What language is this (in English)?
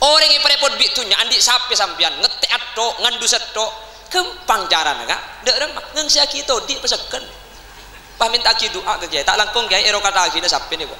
Madurese